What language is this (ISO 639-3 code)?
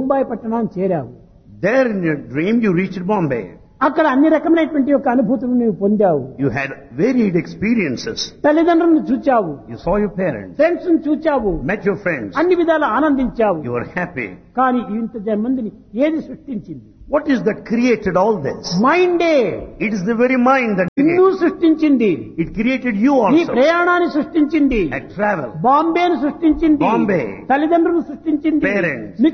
tel